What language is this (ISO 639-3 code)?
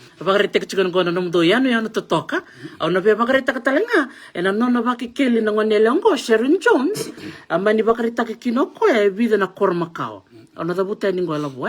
fij